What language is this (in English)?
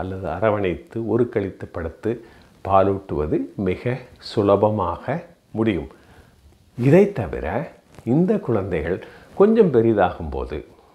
Tamil